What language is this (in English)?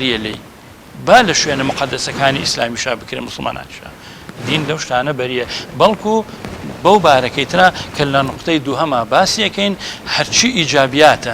Central Kurdish